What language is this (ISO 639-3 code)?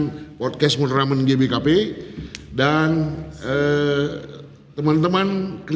btx